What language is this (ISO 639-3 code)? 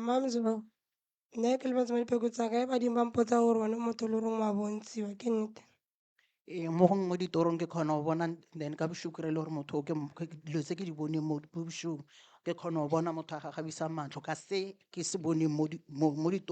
nso